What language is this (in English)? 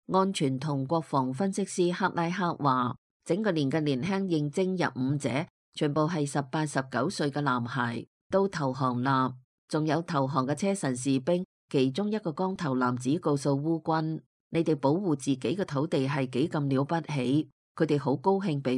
Cantonese